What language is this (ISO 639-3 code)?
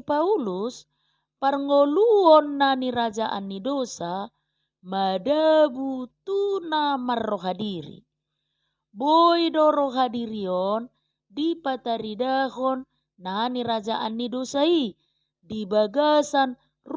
bbc